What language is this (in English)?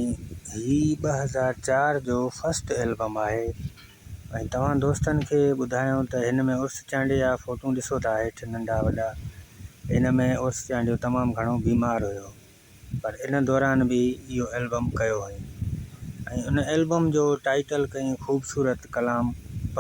Sindhi